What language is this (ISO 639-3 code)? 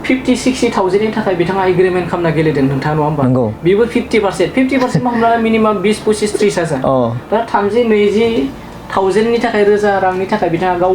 brx